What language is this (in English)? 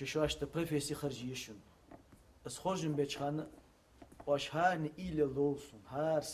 Ingush